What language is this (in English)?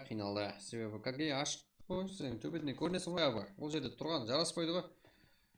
Kara-Kalpak